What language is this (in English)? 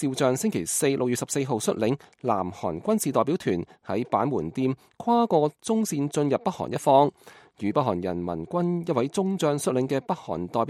Cantonese